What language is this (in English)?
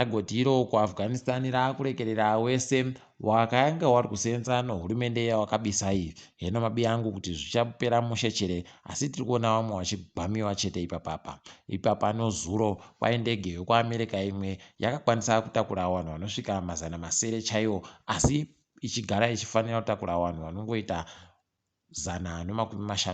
Ndau